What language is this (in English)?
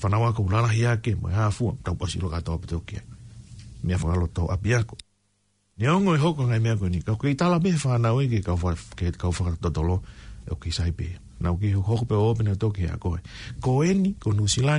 Tongan